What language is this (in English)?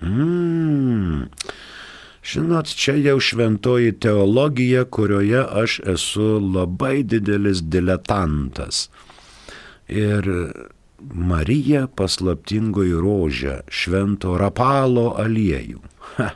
Lithuanian